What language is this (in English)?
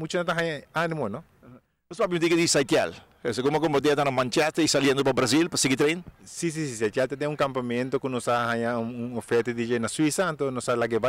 Papiamento